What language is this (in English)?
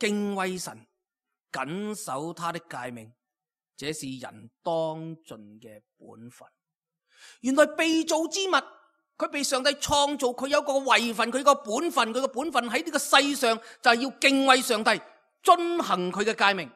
Cantonese